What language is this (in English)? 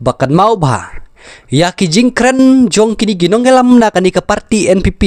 Khasi